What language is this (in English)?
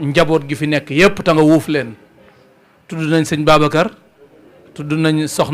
Wolof